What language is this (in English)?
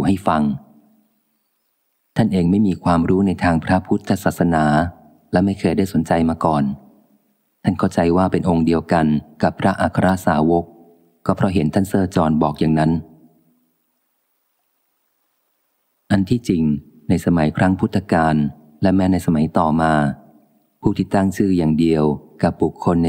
Thai